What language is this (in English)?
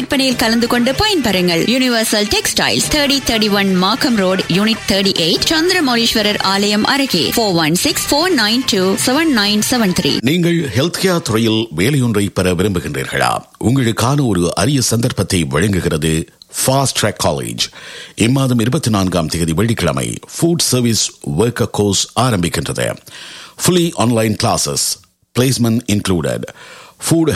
Tamil